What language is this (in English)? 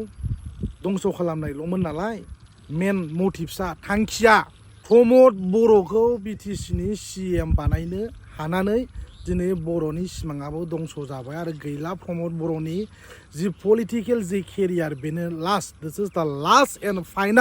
Bodo